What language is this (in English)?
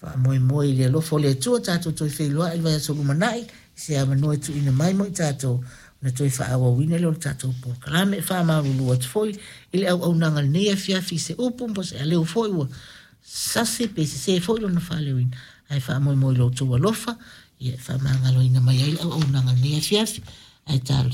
Samoan